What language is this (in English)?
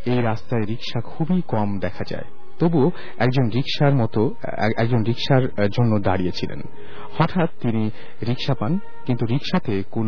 Bangla